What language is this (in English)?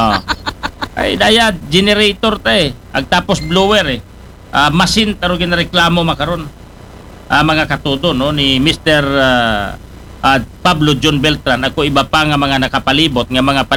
Aklanon